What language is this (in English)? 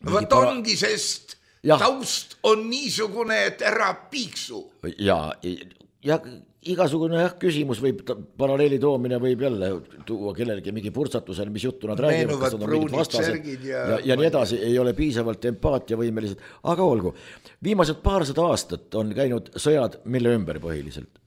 Estonian